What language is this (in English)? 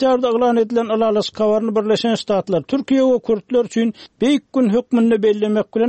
Turkmen